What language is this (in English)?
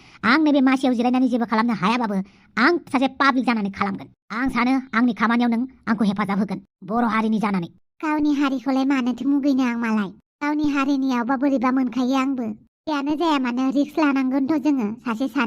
Bodo